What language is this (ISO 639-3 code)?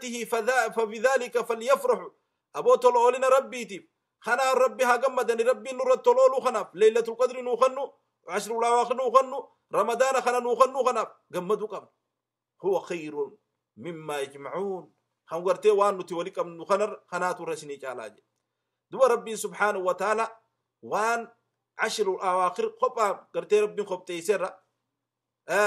orm